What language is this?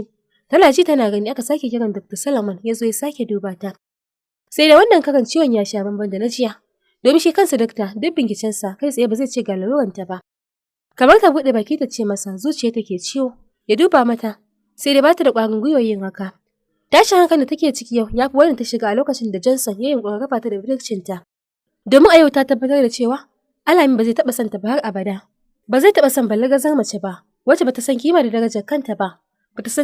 Hausa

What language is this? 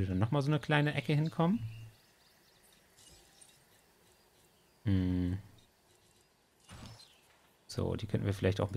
German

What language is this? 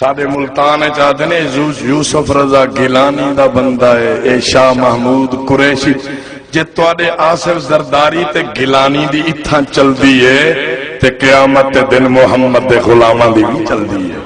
Saraiki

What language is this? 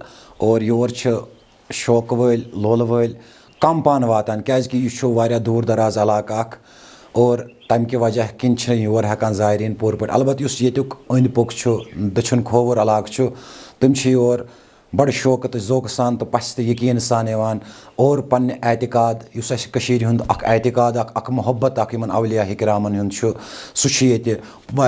Kashmiri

